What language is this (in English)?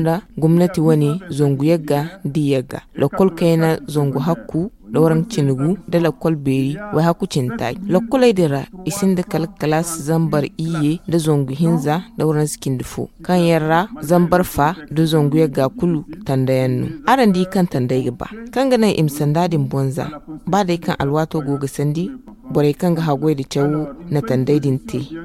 Zarma